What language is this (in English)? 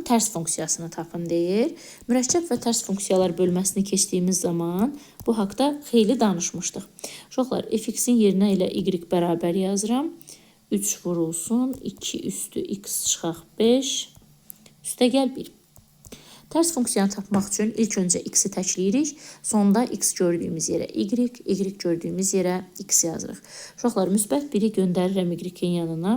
Azerbaijani